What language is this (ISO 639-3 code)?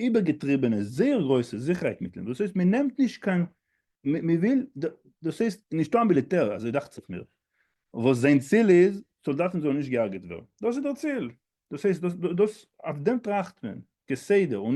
yid